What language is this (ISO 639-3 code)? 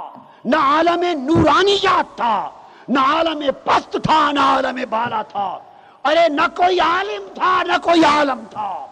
urd